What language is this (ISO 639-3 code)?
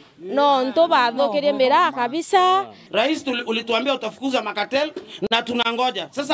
mer